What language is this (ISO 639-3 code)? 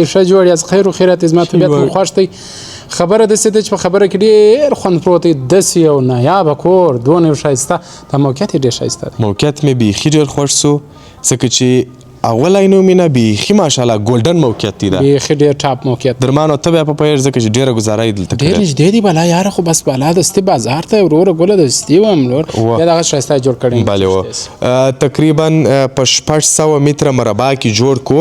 pus